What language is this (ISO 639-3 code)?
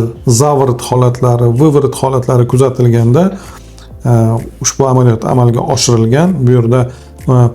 uzb